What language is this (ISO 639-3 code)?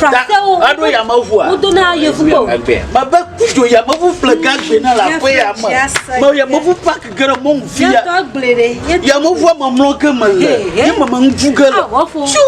ewe